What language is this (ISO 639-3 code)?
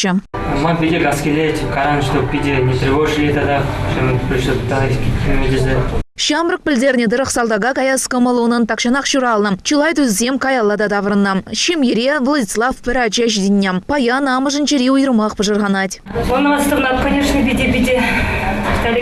chv